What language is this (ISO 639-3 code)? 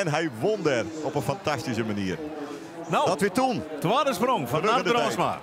fry